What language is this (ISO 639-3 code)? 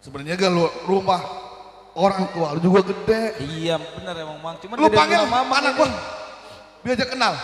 bew